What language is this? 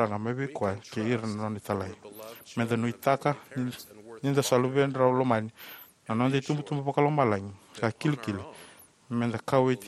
Fijian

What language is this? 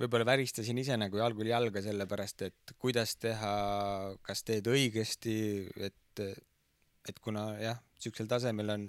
Estonian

